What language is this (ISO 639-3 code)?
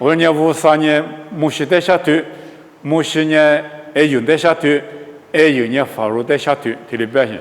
lis